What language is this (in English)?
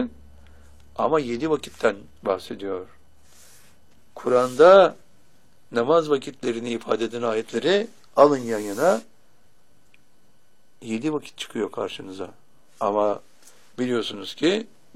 Turkish